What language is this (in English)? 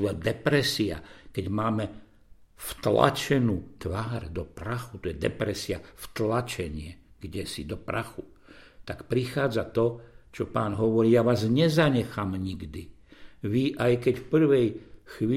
Slovak